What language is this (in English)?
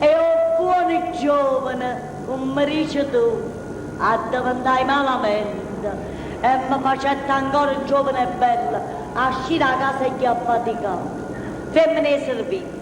Neapolitan